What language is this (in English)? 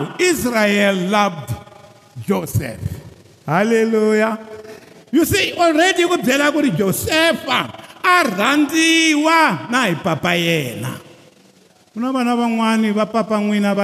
Tsonga